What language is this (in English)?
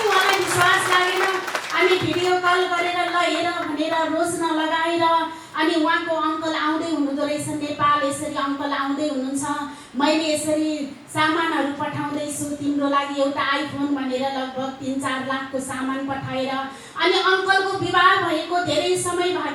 Nepali